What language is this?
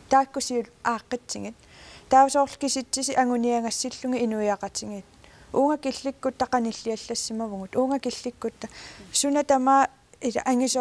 Kalaallisut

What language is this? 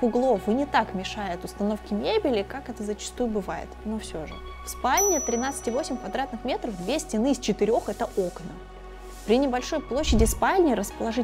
Russian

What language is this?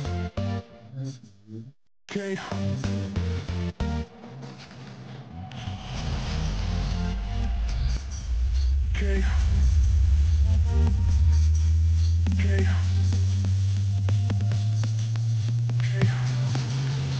English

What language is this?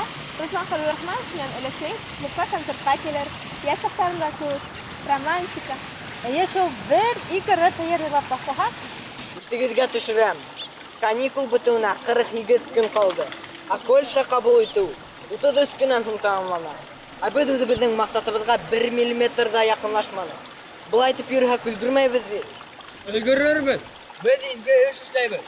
Bashkir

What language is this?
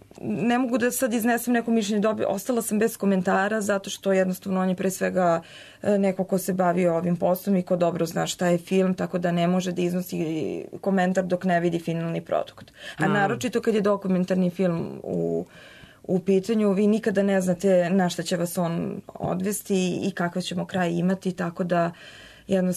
Serbian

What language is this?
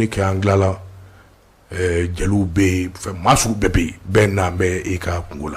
Bambara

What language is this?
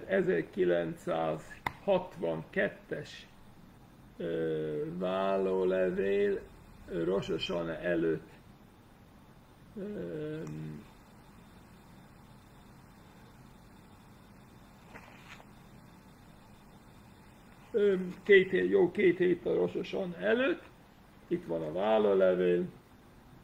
Hungarian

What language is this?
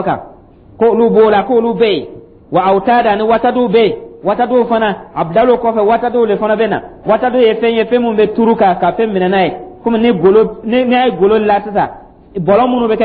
Dyula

